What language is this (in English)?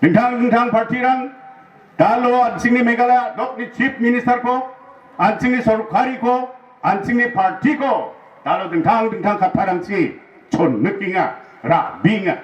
Garo